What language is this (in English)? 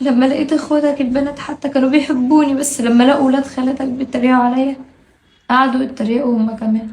Egyptian Arabic